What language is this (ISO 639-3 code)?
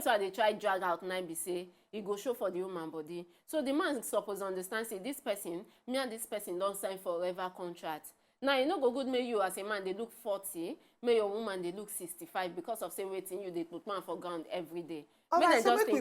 pcm